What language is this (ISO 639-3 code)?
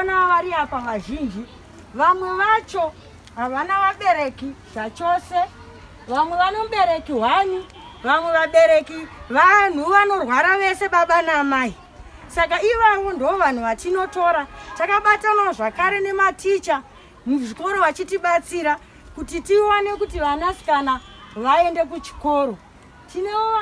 sna